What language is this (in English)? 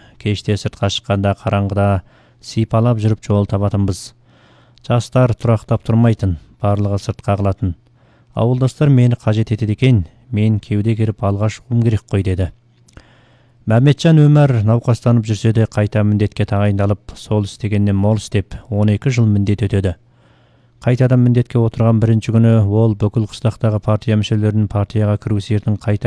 Kazakh